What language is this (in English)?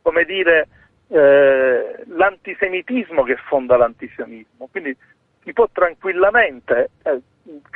Italian